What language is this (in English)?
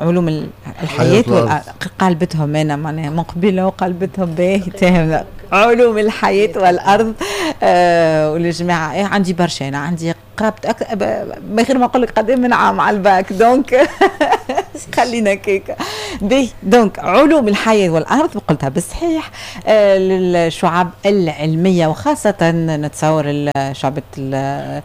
Tunisian Arabic